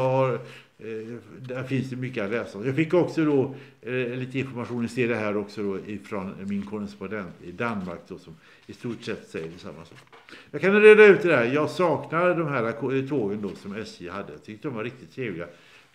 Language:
Swedish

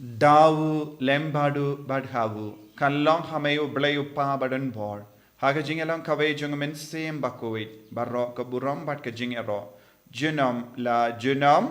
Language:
Khasi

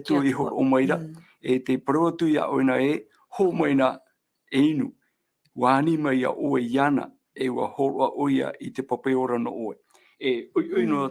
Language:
Tahitian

